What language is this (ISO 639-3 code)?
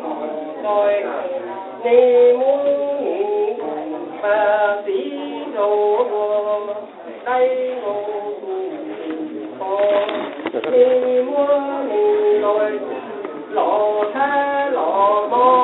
hmn